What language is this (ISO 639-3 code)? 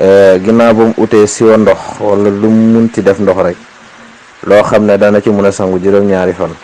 wol